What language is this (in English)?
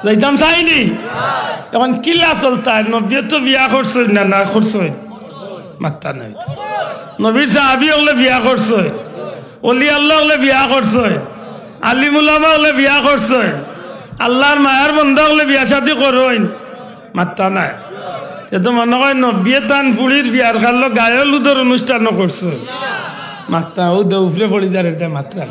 Sylheti